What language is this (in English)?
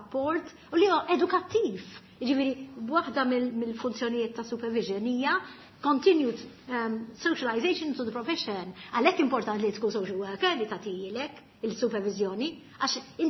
Maltese